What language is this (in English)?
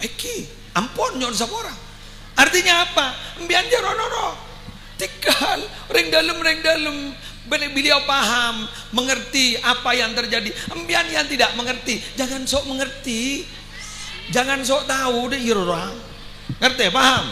Madurese